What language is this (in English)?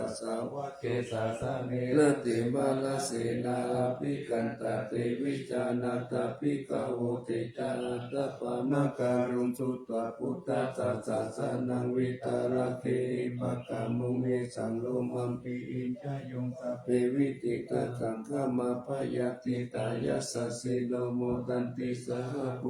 Pali